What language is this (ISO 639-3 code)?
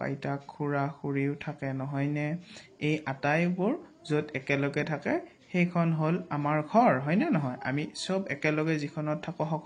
asm